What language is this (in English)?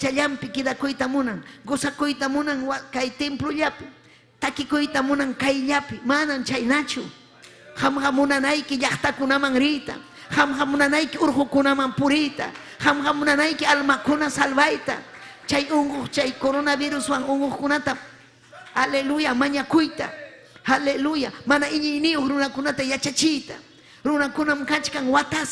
Ayacucho Quechua